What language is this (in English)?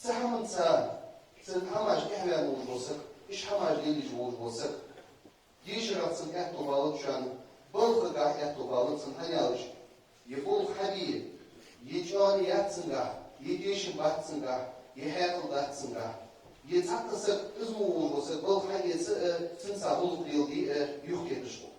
Ingush